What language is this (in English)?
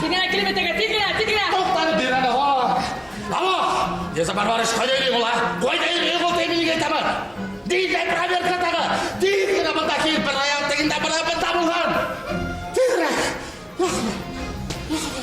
Bashkir